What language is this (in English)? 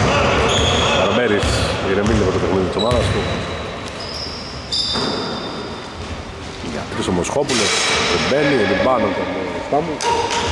Greek